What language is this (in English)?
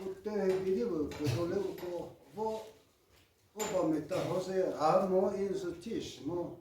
Chokri Naga